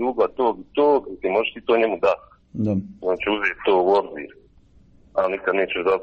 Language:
Croatian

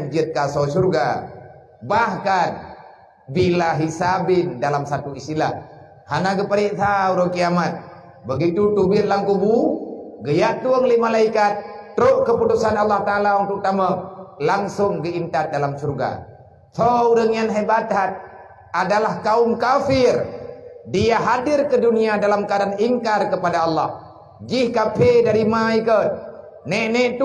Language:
Achinese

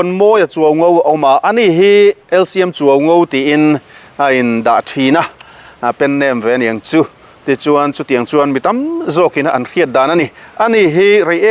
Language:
Mizo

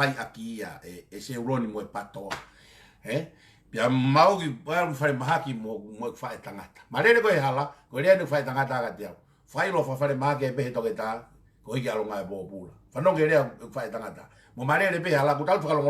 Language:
Tongan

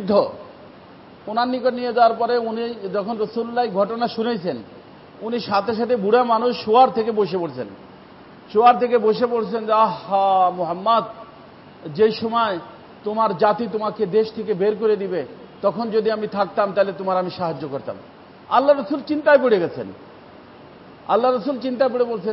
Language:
Bangla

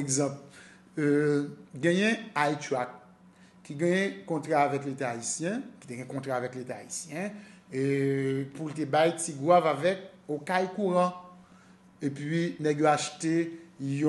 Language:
Haitian Creole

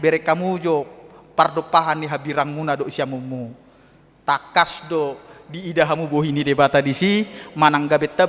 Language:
Batak Toba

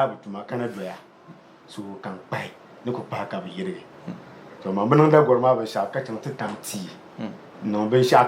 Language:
Dagbani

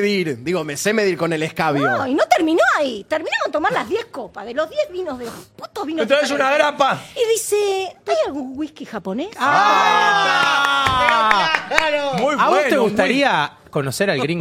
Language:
Spanish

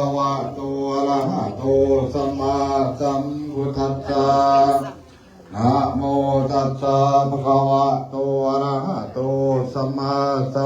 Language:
Pali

